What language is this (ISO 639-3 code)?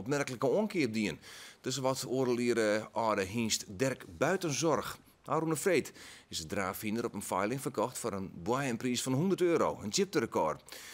fry